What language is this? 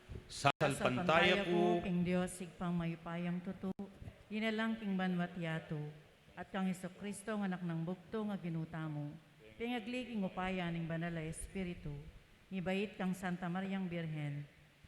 Pampanga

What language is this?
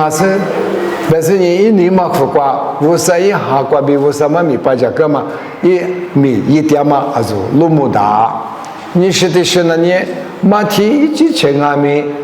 Lisu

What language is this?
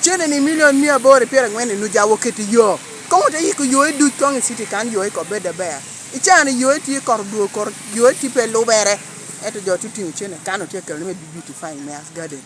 Lango (Uganda)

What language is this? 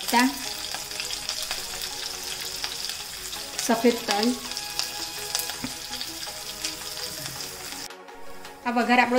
Gujarati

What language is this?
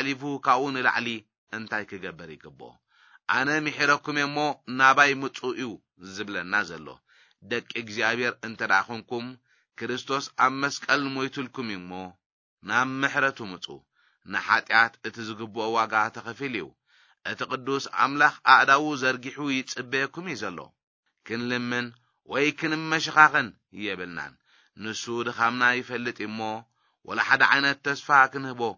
Tigrinya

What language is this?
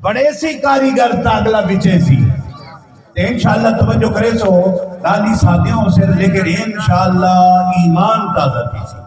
Saraiki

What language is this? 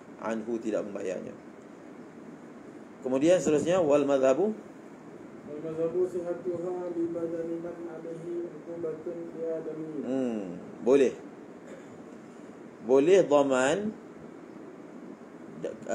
Malay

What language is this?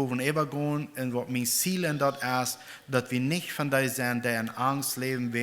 Plautdietsch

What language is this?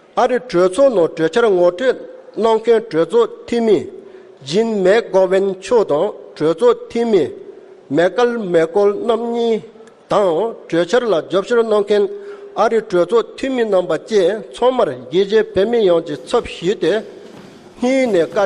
Tibetan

